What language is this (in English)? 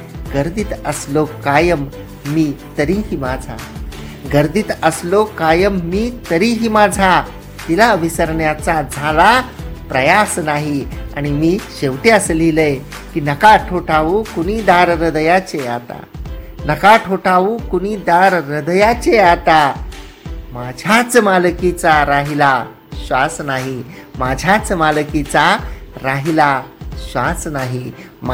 Marathi